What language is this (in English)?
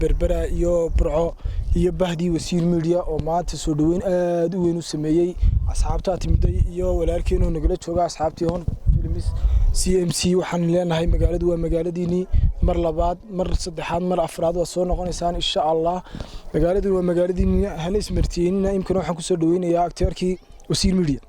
Somali